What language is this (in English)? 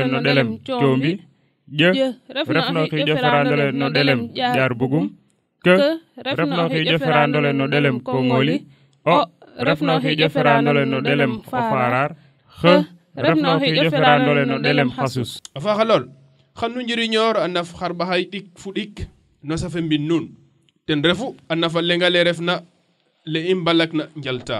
Serer